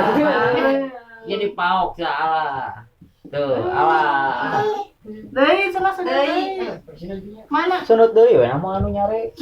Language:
Sundanese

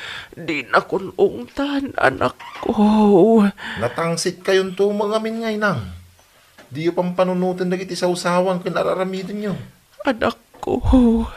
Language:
Iloko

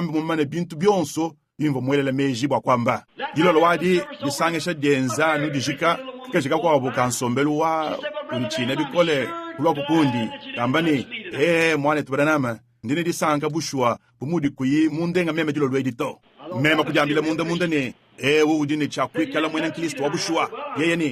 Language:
Luba-Lulua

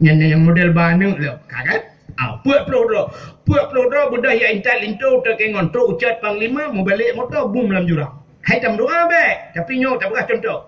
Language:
Achinese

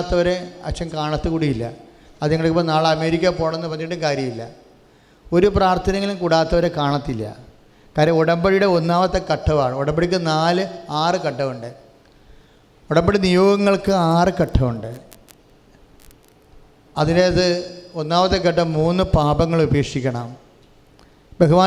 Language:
Malayalam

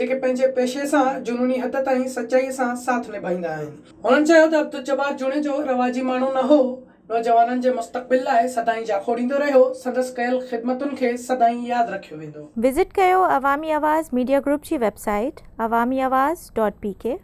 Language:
Sindhi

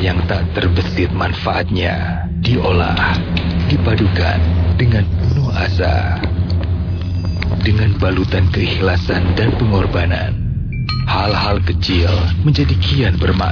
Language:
Indonesian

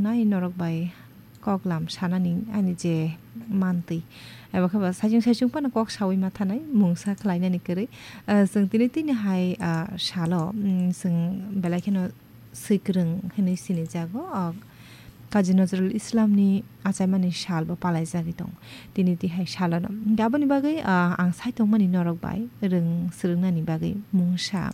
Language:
Kok Borok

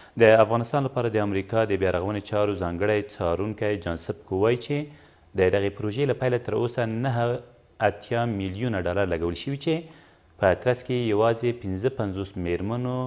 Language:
Pashto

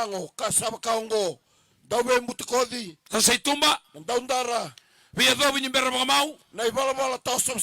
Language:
Fijian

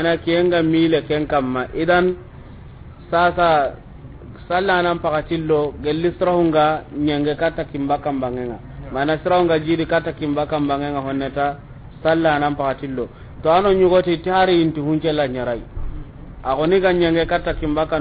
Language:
Soninke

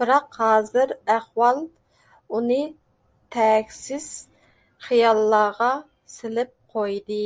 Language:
Uyghur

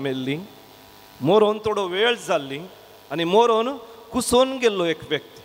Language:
Konkani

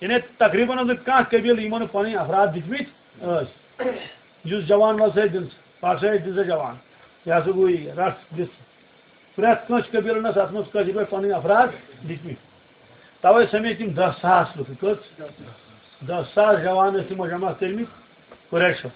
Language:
Kashmiri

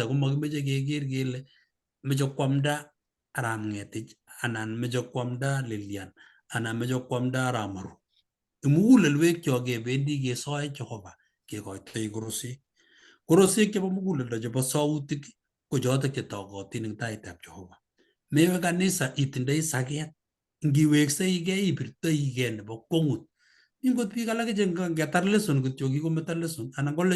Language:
Kalenjin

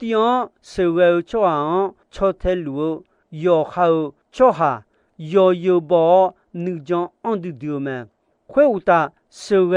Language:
Akha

